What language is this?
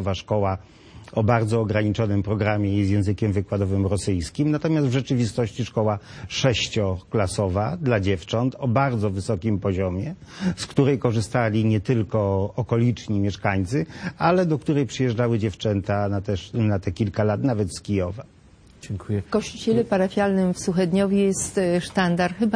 Polish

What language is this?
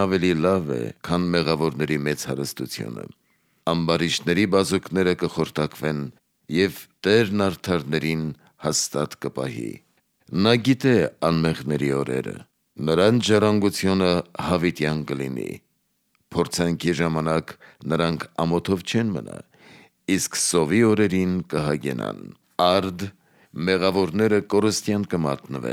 Armenian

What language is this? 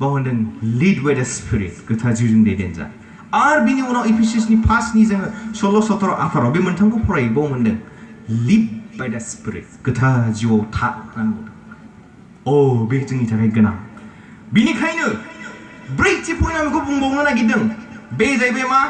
Bodo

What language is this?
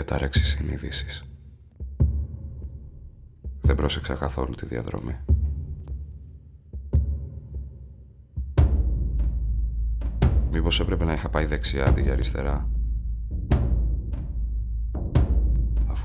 Greek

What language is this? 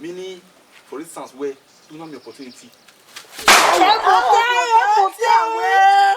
Bini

